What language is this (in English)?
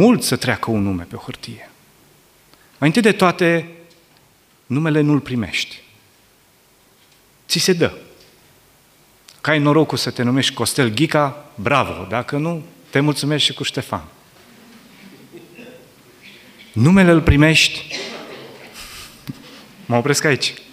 Romanian